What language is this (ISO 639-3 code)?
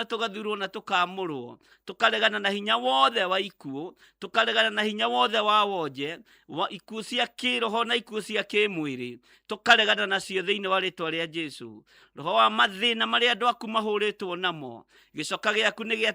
kik